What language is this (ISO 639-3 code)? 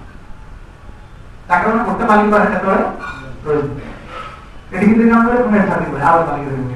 ori